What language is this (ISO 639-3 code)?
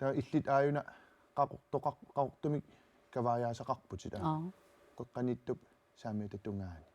kal